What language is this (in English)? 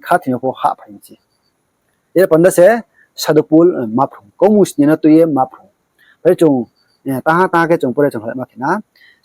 Riang (India)